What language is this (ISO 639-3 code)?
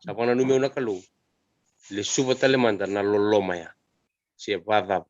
fij